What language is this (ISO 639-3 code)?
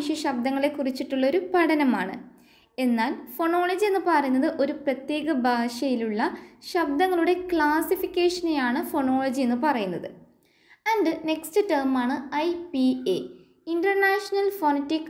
mal